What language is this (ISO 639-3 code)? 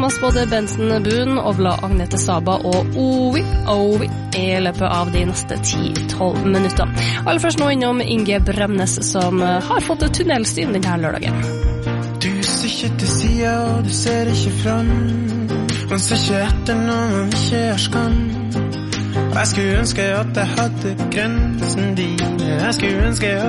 nor